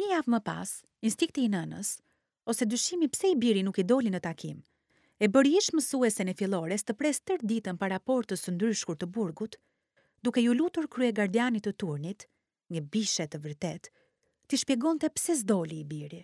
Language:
Albanian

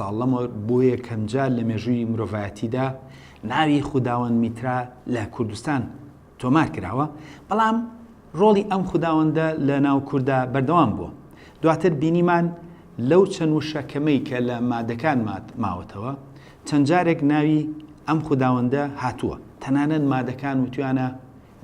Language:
Central Kurdish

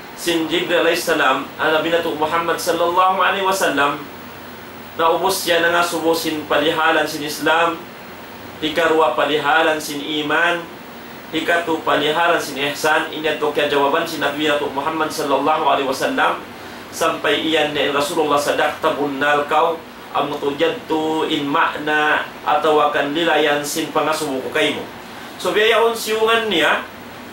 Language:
Tausug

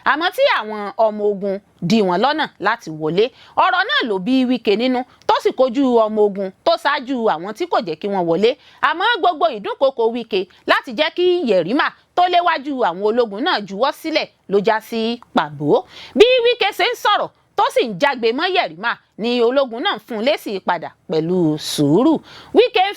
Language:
Yoruba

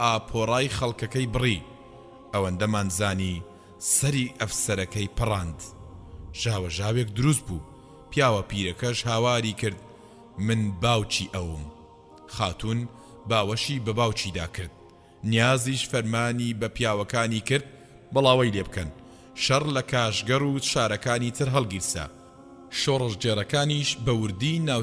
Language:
Central Kurdish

